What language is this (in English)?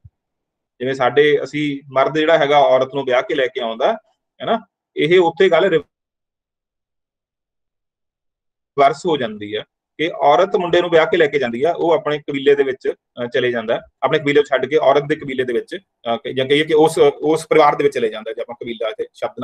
Punjabi